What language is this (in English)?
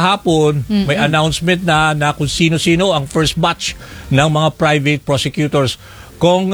Filipino